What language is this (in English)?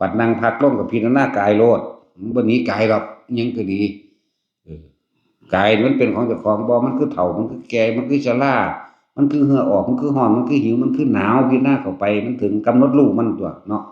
Northeastern Thai